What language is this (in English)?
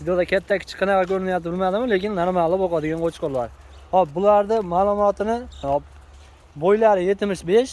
Uzbek